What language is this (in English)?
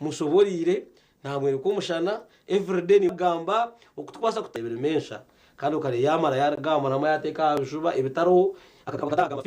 Nyankole